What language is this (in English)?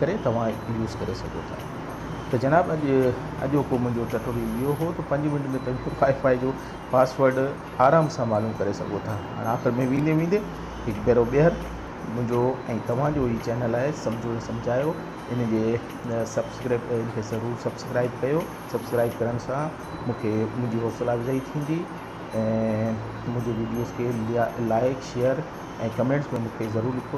Sindhi